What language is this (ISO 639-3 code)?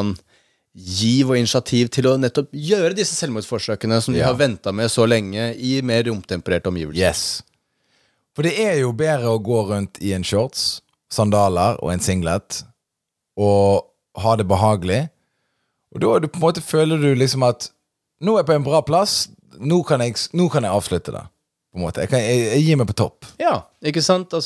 nor